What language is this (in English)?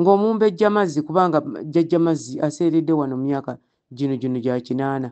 Ganda